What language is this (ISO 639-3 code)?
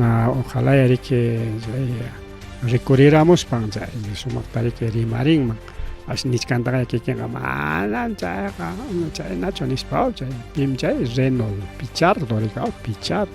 quy